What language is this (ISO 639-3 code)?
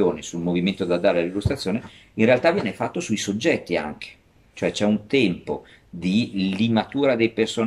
ita